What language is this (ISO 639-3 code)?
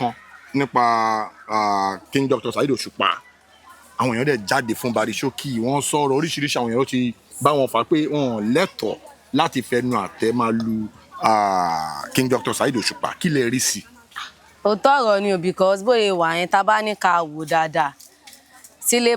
yor